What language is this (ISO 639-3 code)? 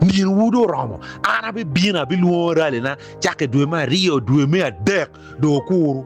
ach